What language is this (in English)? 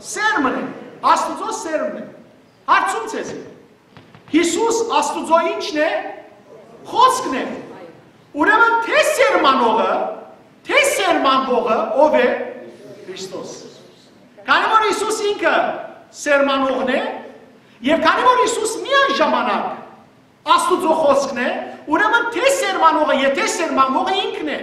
Western Armenian